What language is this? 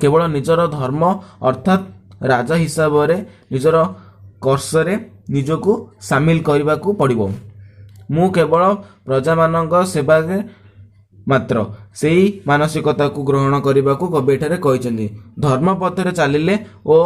Odia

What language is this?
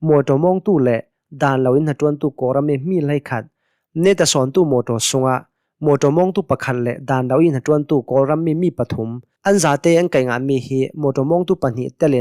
Hakha Chin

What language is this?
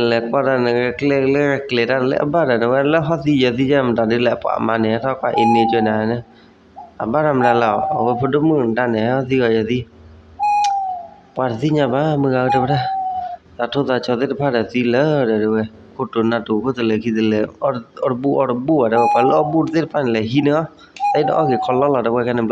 S'gaw Karen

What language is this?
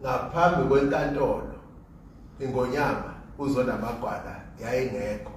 Zulu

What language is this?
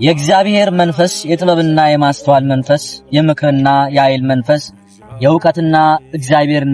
Amharic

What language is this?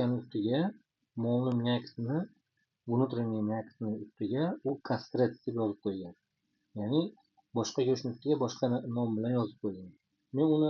Uzbek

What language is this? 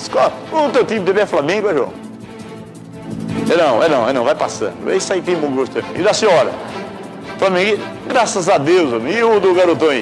Portuguese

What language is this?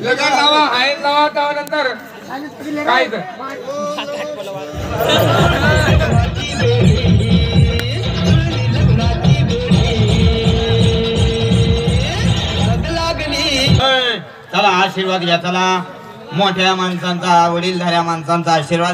Marathi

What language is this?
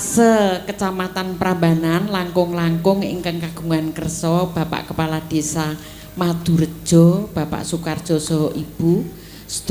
Javanese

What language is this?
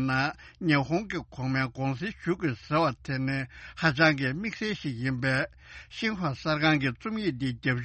Tibetan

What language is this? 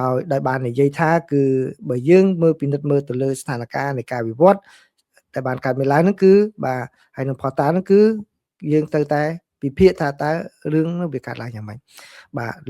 Khmer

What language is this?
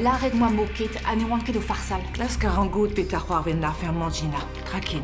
Breton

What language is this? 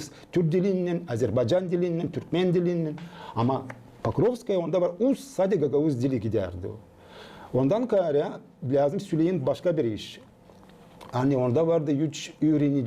Gagauz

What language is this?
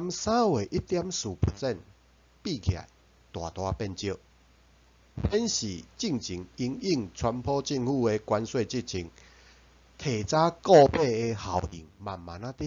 Min Nan Chinese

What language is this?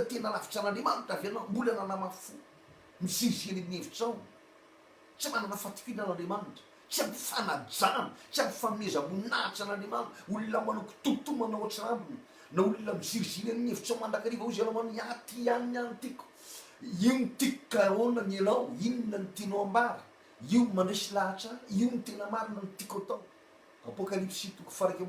Malagasy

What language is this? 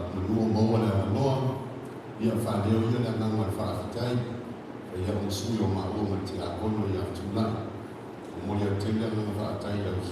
Samoan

